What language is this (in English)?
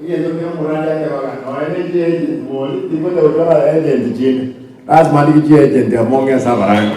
Gusii